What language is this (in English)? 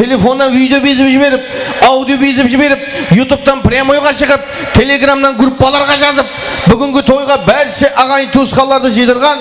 Kara-Kalpak